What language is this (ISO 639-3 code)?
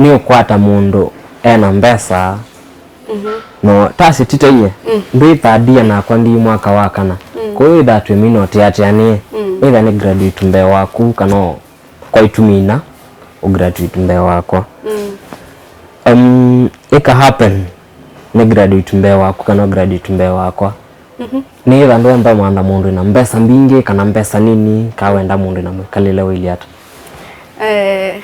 kam